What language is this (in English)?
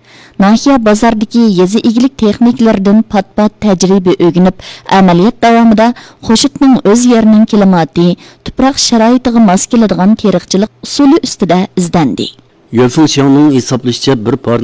Uyghur